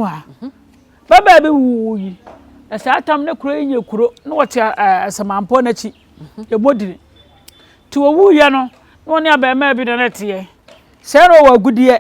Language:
Akan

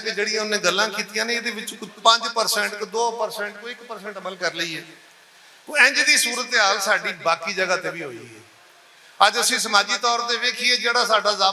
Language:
Western Panjabi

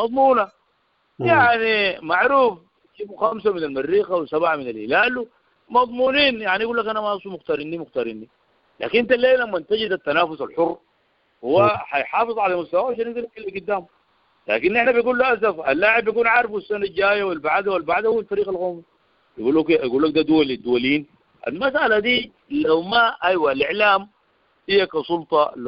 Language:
Sudanese Arabic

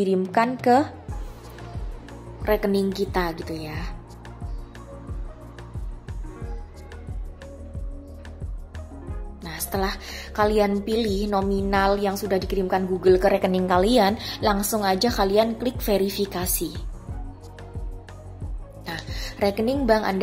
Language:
Indonesian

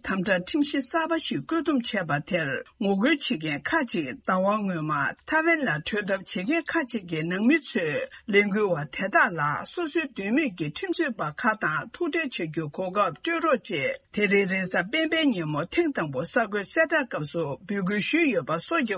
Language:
Tibetan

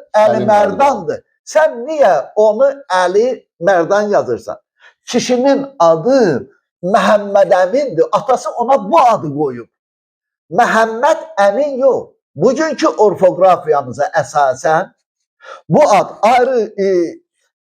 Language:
Azerbaijani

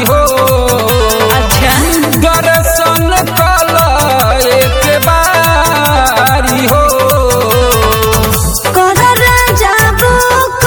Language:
Bhojpuri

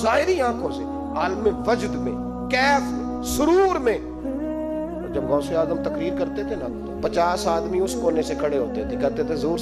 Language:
Urdu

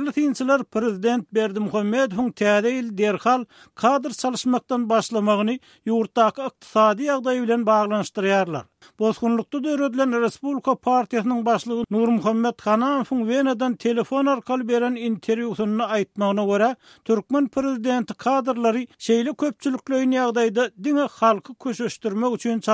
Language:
Turkmen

